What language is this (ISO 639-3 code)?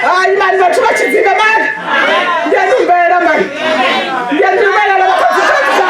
ven